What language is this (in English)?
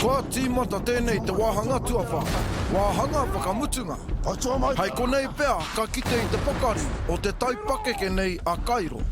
Māori